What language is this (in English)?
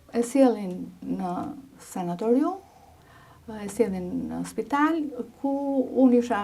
Albanian